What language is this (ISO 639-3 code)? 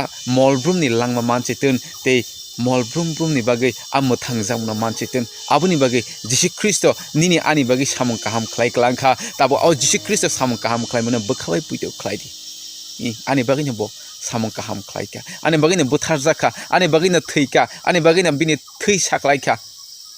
trp